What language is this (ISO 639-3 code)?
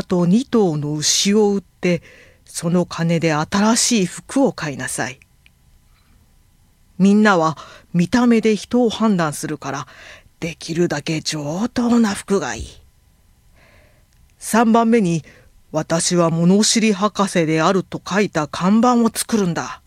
jpn